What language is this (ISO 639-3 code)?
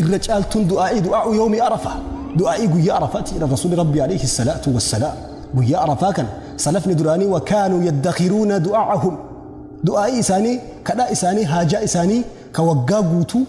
orm